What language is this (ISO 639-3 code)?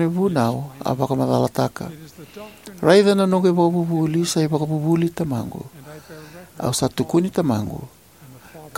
fij